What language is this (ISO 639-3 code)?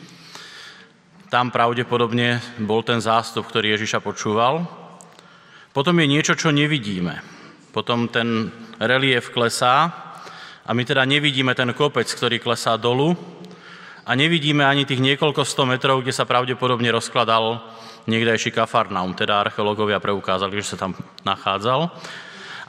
slk